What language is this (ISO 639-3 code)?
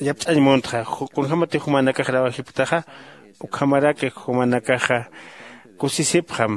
aym